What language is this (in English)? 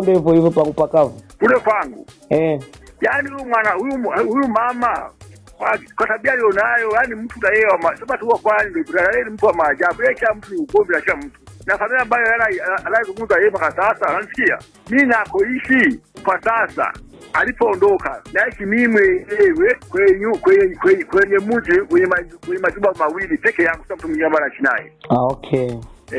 Swahili